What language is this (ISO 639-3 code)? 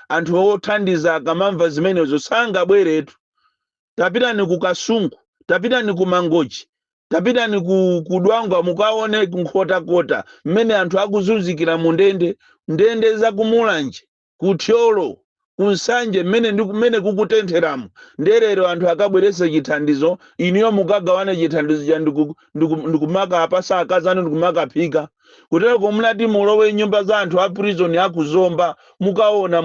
nya